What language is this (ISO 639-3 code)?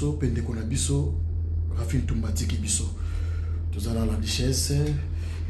lin